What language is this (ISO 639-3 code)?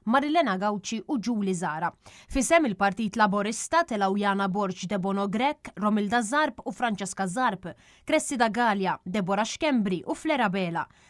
mlt